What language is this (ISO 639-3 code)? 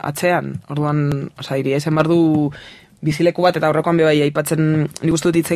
eus